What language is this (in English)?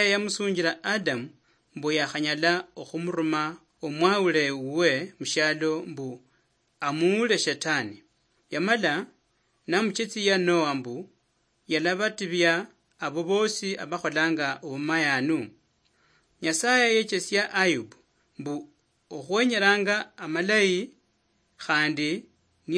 Luyia